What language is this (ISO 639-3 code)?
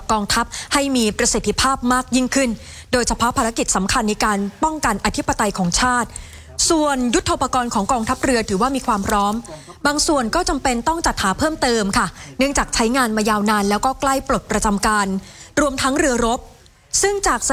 tha